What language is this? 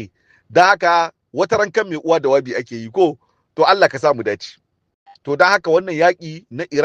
Hausa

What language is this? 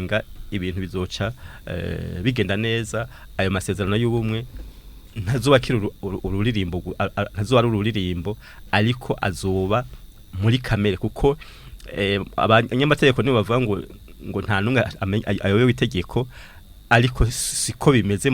Rundi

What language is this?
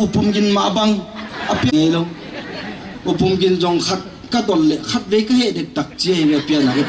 Paite Chin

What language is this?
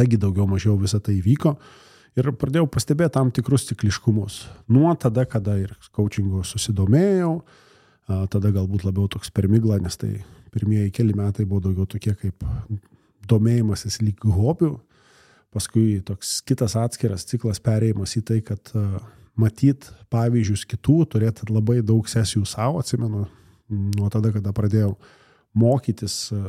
Lithuanian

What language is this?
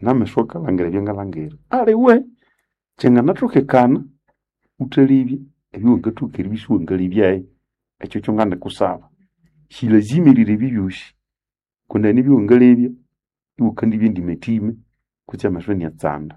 Nande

